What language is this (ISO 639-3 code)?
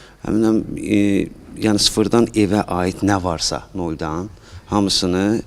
aze